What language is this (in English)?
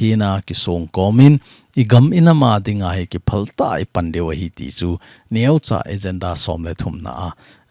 Thado Chin